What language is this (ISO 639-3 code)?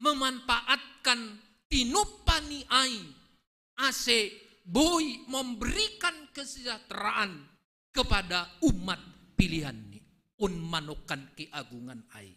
bts